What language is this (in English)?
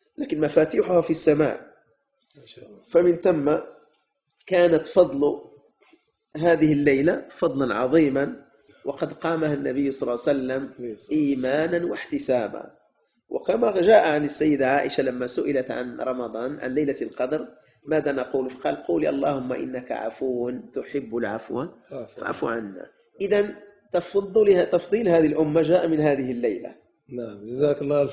Arabic